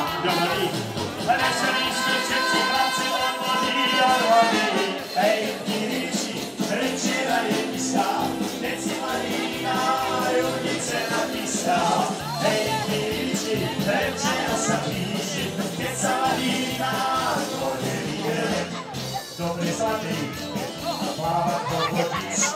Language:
Slovak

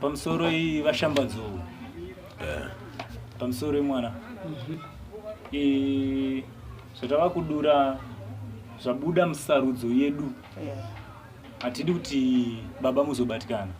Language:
Shona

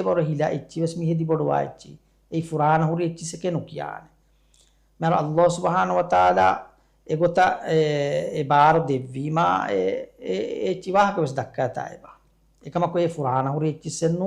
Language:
Divehi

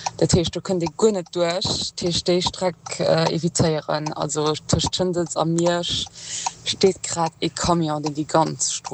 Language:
Luxembourgish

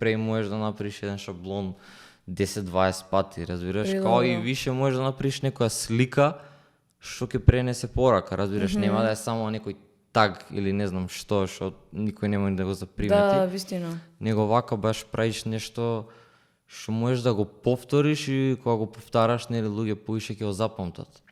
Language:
Macedonian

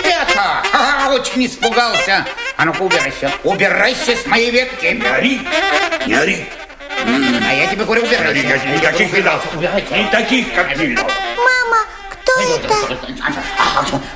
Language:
Russian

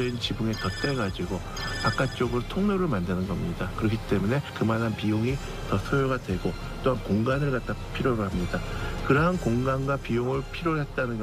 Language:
Korean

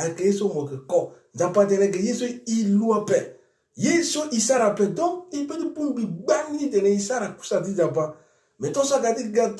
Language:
Sango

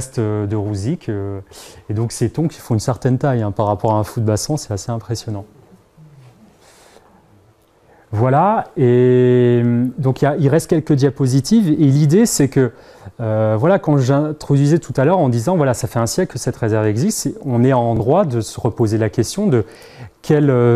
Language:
French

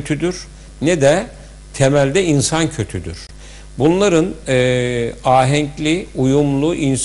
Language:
Turkish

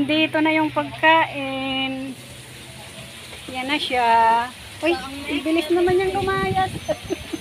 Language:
Filipino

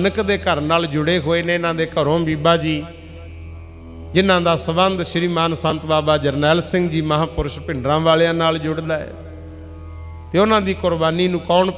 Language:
Punjabi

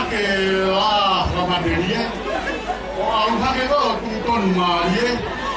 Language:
Tongan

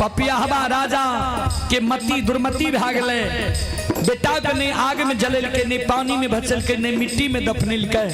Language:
Maithili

